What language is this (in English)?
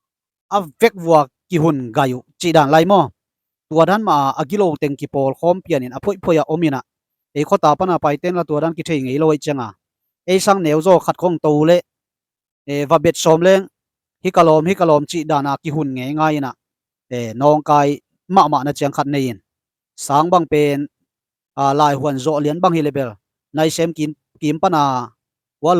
Tedim Chin